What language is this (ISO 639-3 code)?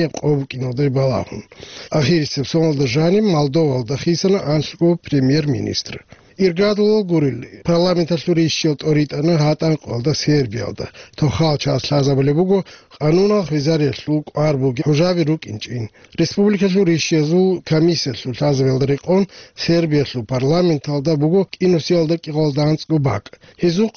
ava